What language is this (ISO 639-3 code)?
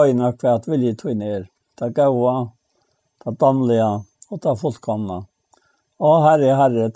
fao